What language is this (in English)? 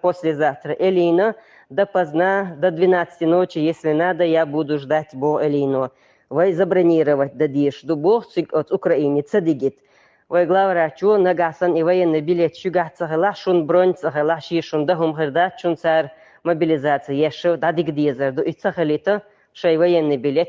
Chechen